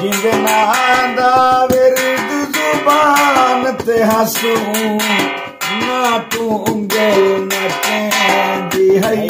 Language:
Saraiki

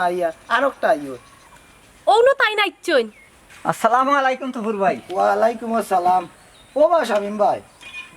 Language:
Sylheti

